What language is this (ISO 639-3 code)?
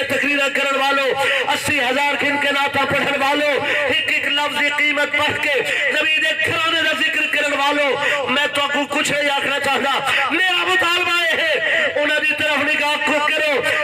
skr